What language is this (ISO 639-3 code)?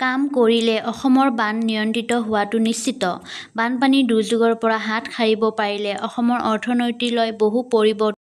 asm